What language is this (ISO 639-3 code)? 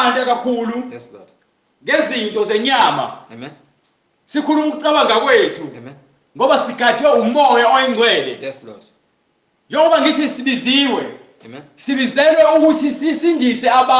zul